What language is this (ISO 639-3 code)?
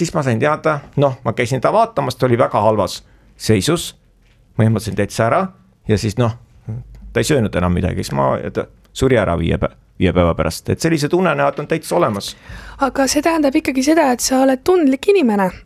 est